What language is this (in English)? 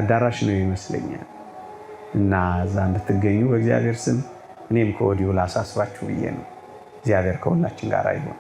Amharic